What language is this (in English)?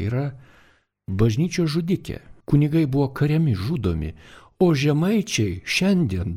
Lithuanian